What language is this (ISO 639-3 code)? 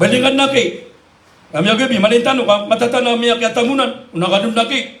mrw